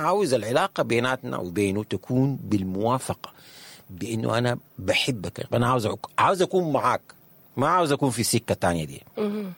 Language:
Sudanese Arabic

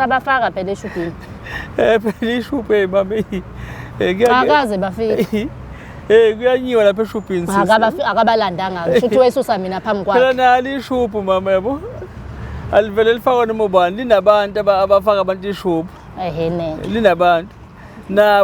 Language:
Zulu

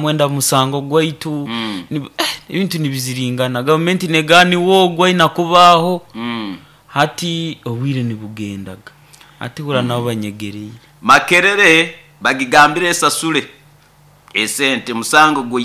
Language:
Nyoro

